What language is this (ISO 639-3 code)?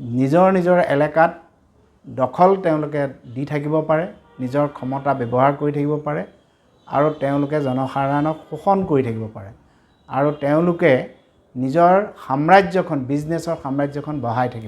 asm